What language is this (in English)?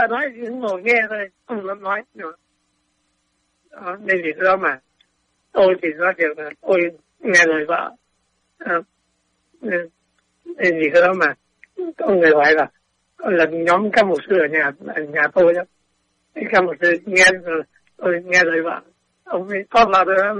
Vietnamese